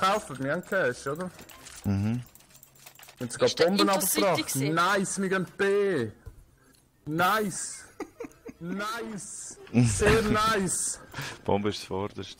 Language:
Swiss German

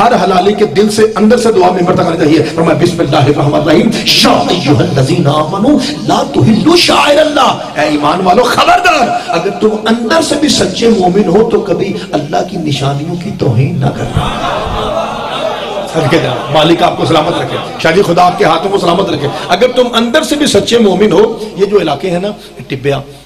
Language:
Urdu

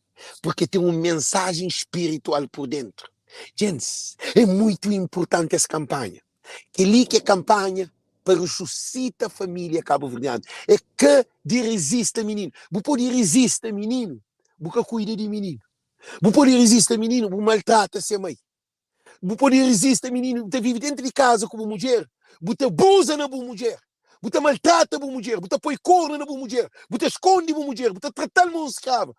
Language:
Kabuverdianu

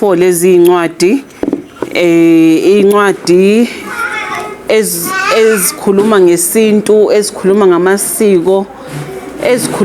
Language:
Zulu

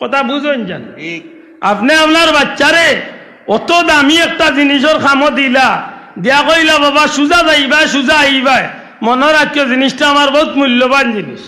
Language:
Sylheti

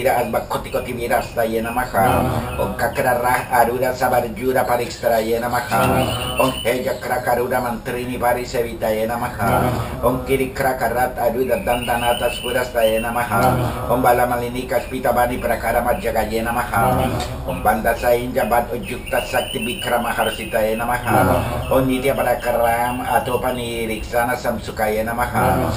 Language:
Sanskrit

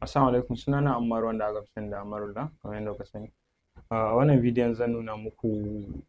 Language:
Hausa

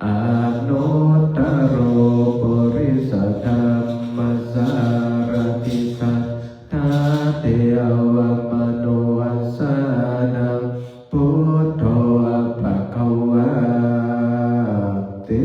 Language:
Pali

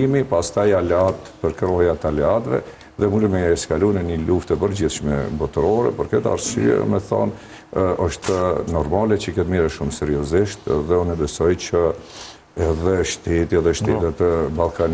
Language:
Albanian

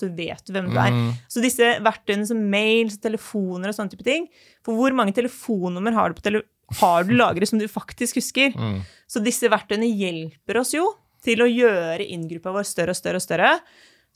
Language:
Norwegian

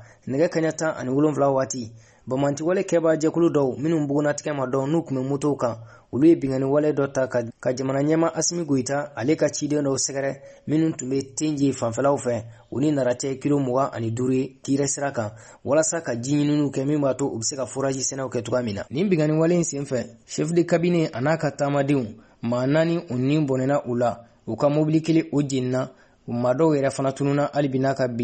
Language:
Bambara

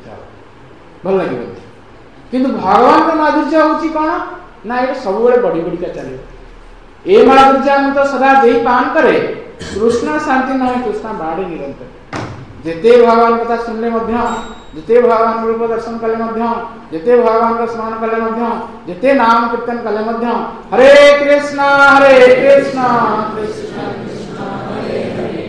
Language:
Odia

